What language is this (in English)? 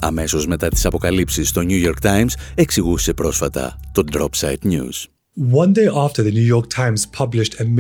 Greek